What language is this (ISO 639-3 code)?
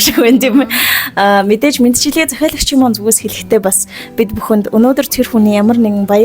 mon